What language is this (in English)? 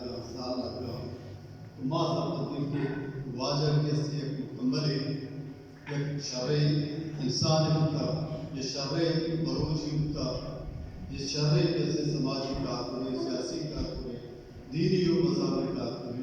Baluchi